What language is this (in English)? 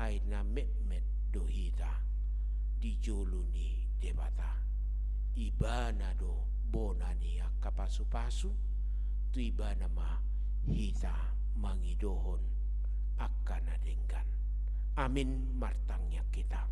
Batak Toba